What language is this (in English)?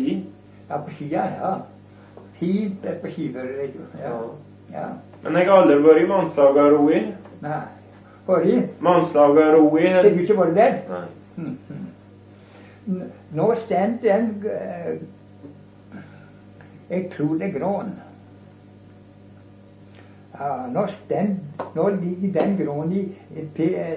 Norwegian